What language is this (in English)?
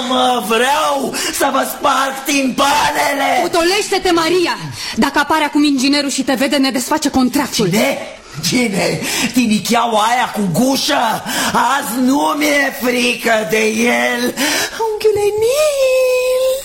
Romanian